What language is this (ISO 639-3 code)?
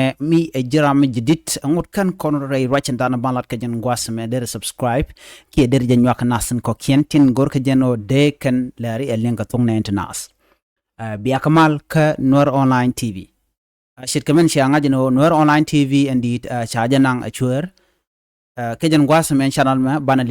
nus